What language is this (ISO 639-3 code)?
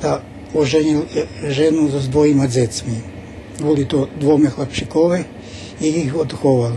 rue